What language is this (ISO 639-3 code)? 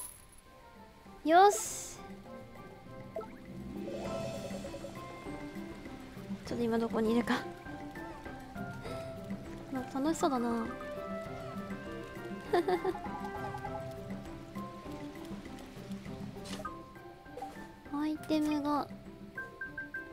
jpn